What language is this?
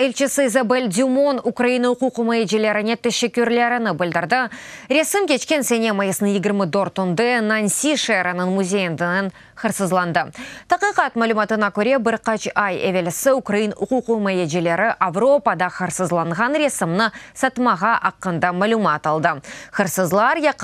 Crimean Tatar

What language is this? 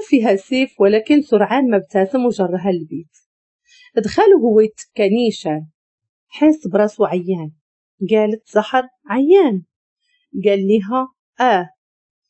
Moroccan Arabic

